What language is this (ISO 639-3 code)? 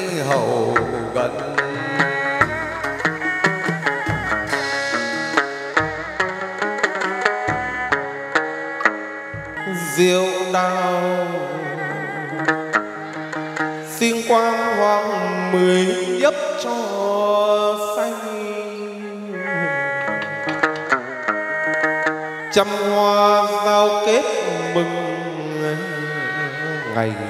vie